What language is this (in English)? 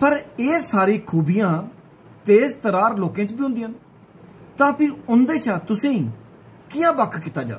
Dogri